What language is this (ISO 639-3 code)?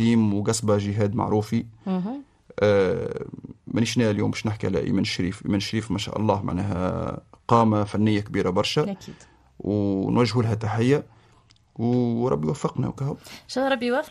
aeb